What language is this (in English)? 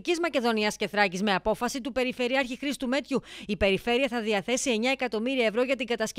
Greek